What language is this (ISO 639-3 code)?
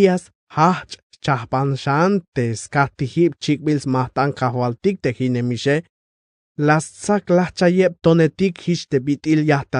tzh